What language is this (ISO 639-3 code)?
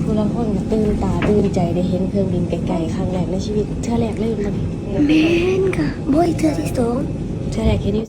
tts